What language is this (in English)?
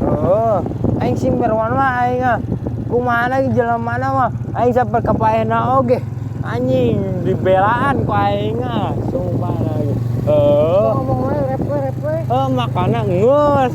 Sundanese